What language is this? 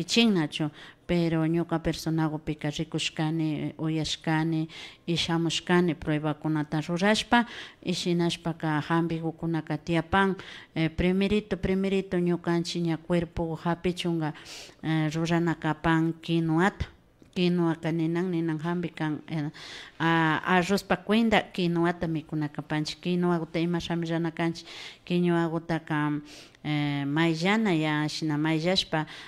Imbabura Highland Quichua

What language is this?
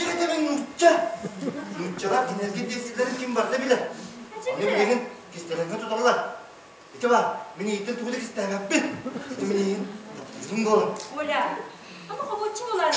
Yakut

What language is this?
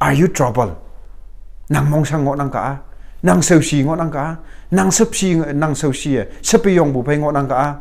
Konyak Naga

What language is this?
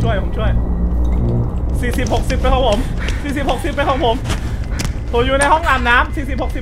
Thai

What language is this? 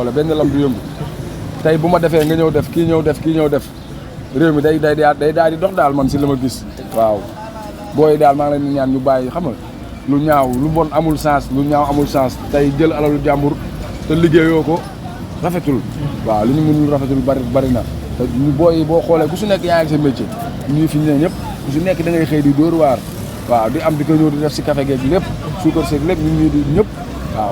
Wolof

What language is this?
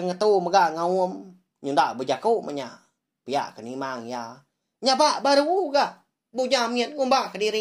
Iban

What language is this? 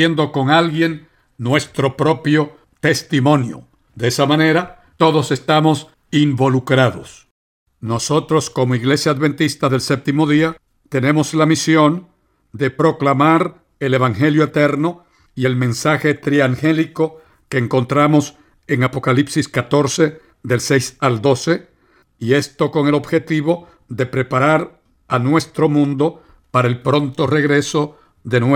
Spanish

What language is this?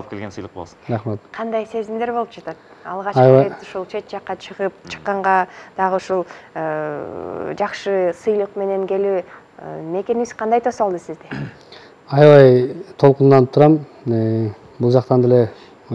Kyrgyz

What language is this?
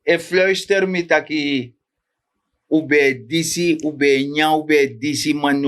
Sranan Tongo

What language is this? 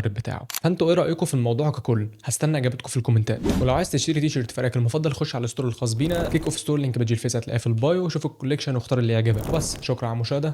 Egyptian Arabic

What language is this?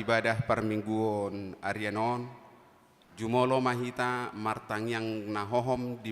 Batak Toba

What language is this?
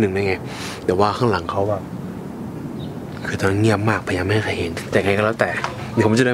Thai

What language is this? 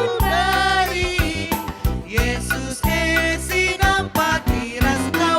Batak Karo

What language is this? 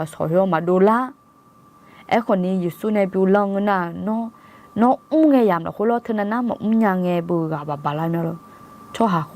Akha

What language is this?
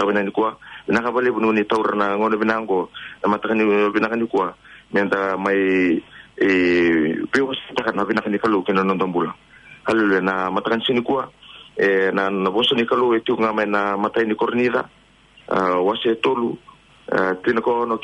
Fijian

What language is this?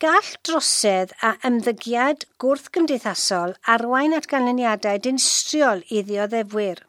Welsh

